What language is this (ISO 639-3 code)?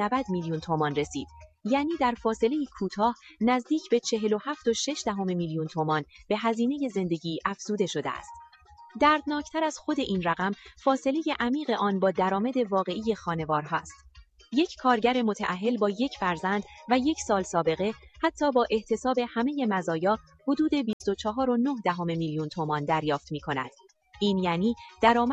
fas